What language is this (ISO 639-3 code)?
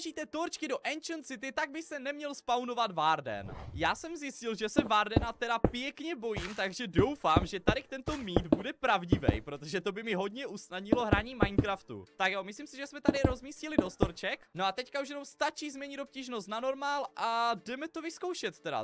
ces